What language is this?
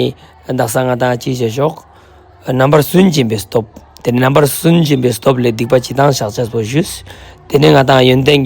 Ladakhi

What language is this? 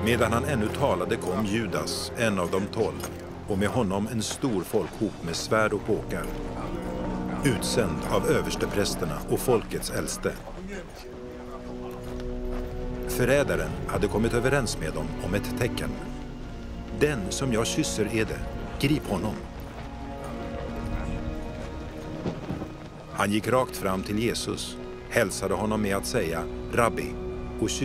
Swedish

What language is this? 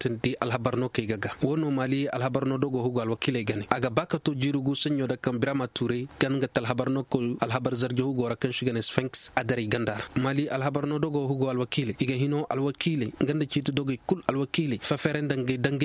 Koyraboro Senni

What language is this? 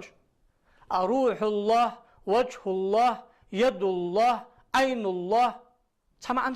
Ingush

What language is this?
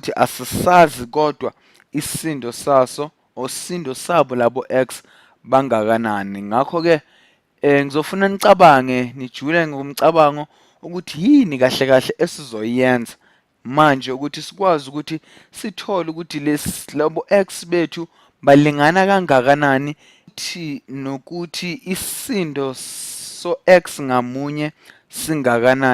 Zulu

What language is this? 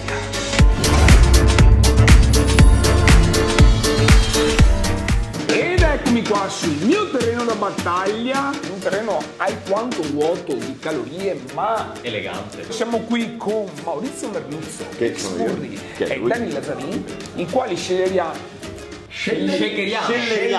Italian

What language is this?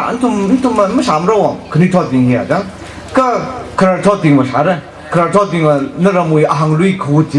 Tangkhul Naga (India)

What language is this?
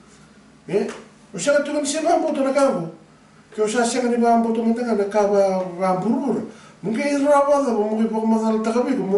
Fijian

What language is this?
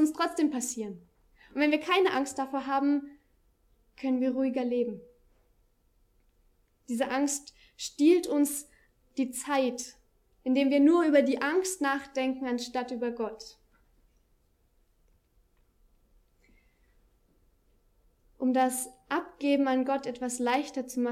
German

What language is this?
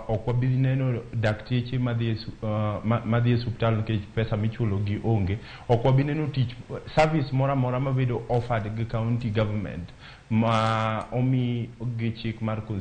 Luo (Kenya and Tanzania)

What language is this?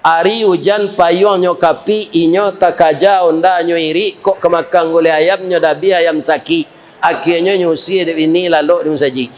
Minangkabau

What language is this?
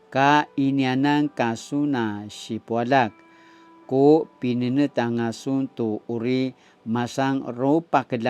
Paiwan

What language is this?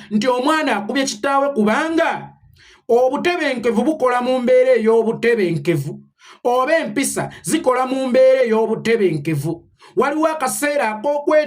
Ganda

